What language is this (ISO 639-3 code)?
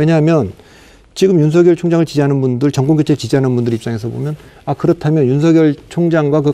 kor